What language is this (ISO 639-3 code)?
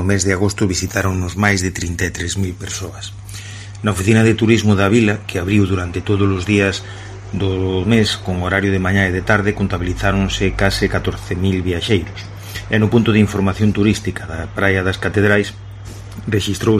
glg